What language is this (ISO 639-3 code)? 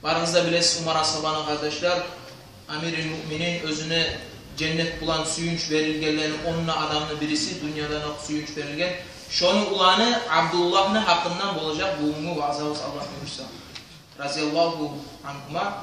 kum